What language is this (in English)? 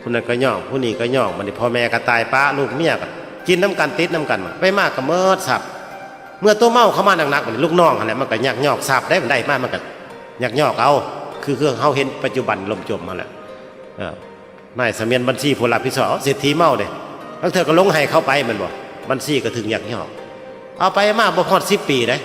Northeastern Thai